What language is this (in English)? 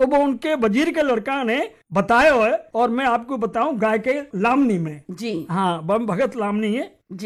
Hindi